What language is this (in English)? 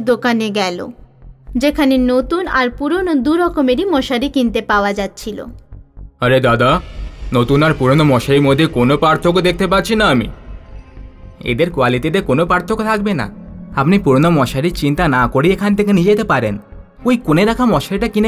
Bangla